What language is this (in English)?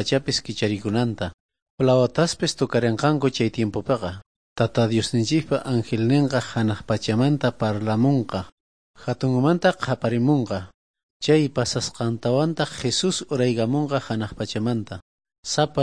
South Bolivian Quechua